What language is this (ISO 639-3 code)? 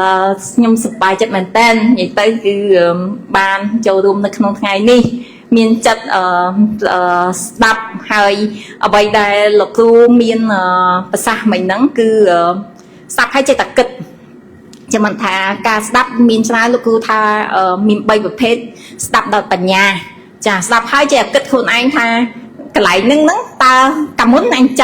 khm